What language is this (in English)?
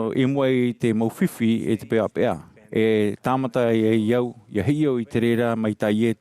Tahitian